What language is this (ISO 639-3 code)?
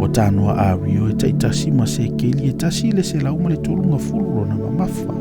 smo